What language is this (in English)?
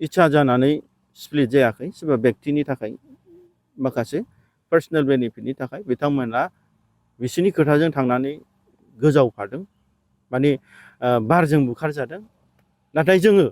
Bodo